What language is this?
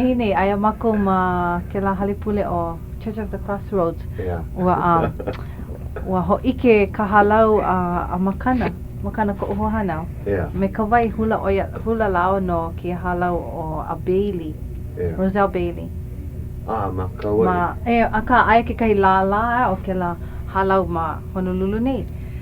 Hawaiian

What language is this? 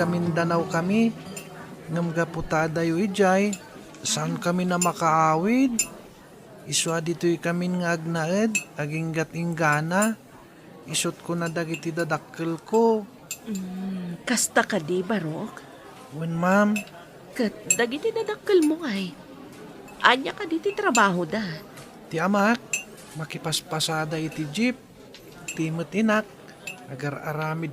Iloko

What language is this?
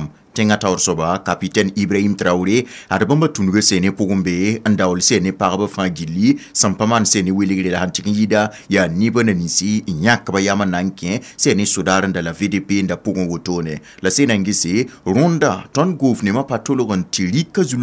Mossi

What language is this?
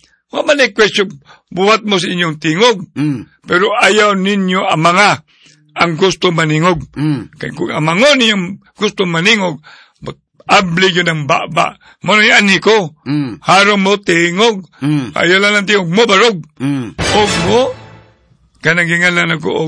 Cebuano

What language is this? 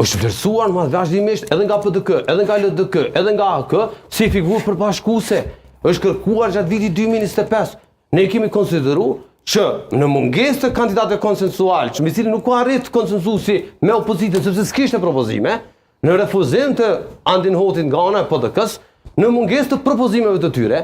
Albanian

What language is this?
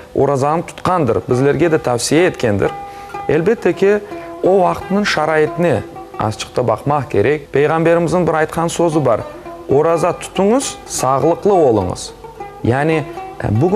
Crimean Tatar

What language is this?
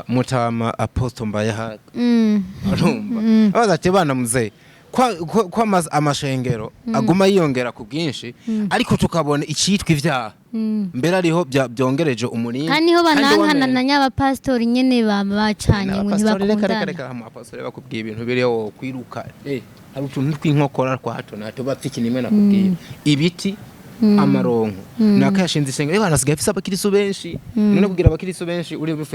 Rundi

